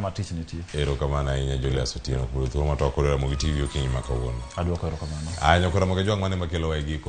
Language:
Luo (Kenya and Tanzania)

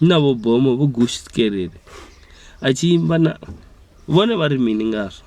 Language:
Venda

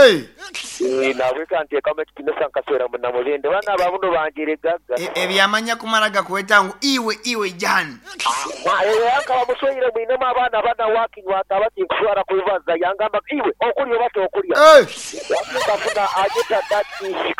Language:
Nyoro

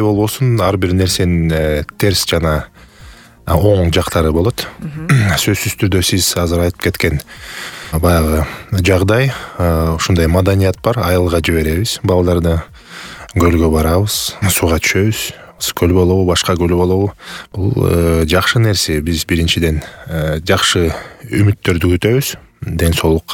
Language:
Kyrgyz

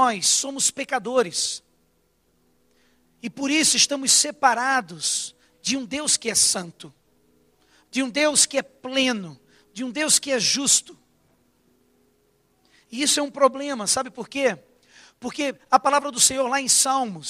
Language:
Portuguese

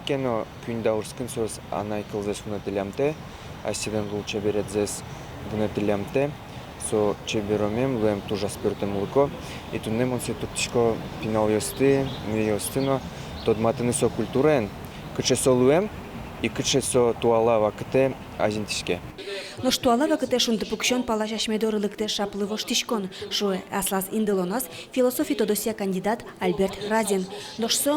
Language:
Udmurt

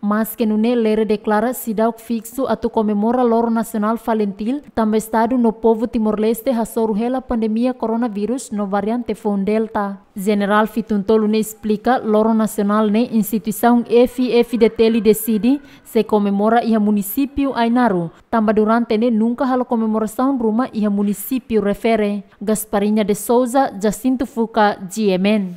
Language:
Tetum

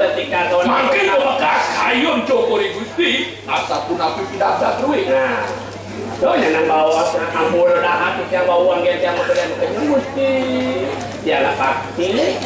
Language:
Balinese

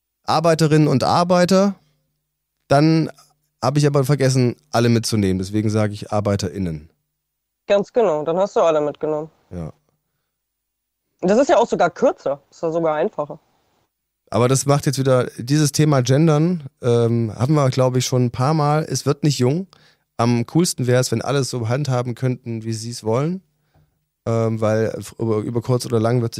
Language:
German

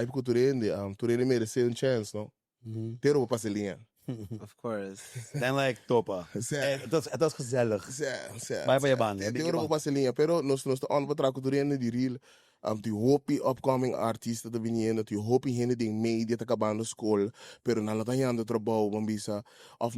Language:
Papiamento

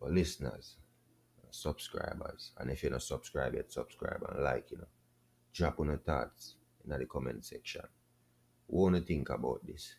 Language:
Jamaican Creole English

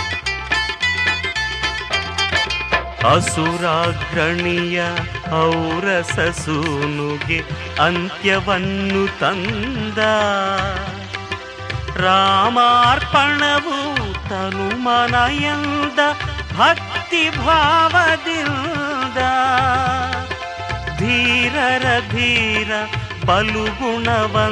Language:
Kannada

